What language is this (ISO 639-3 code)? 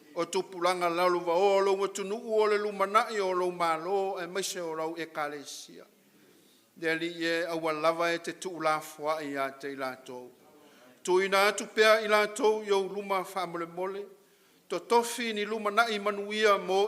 smo